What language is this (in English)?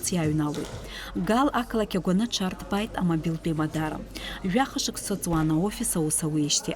Abkhazian